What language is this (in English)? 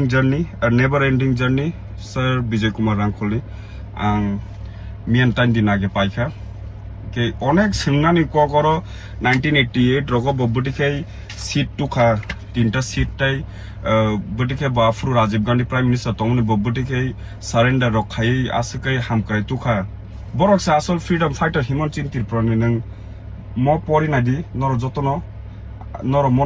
Kok Borok